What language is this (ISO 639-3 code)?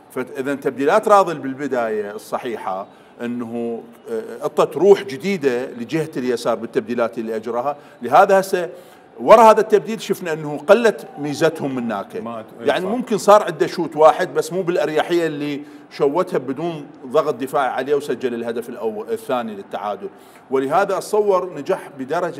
acm